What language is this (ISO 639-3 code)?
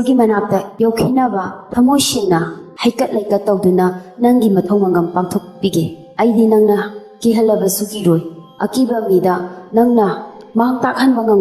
mni